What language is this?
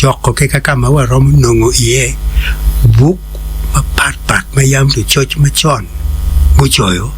Acoli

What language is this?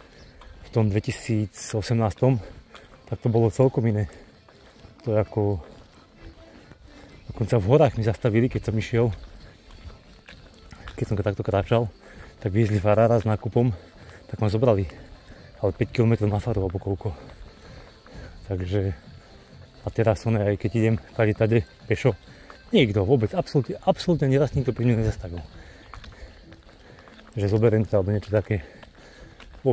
Slovak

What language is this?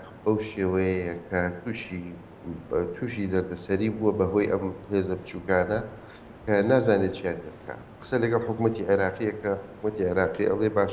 Central Kurdish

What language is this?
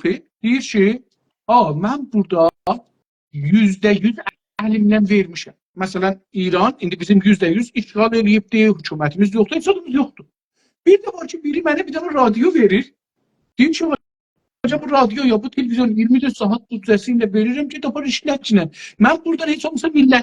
South Azerbaijani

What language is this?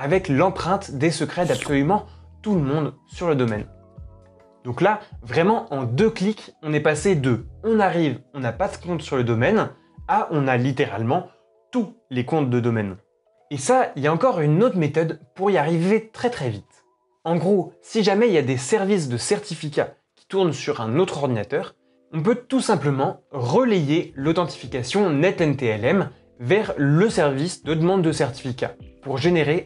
French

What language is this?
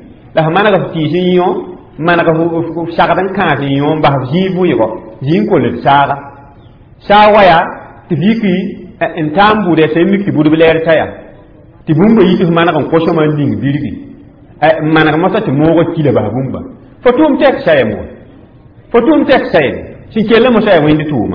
Mossi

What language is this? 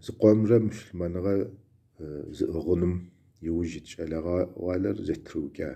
Kabardian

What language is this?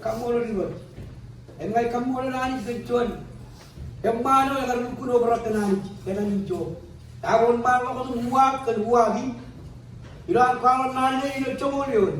Marshallese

